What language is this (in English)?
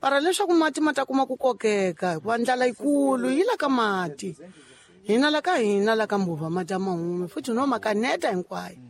Tsonga